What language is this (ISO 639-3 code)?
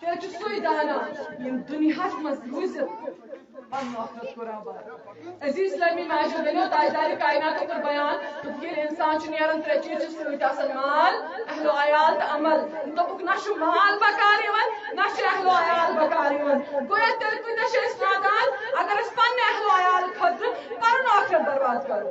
kas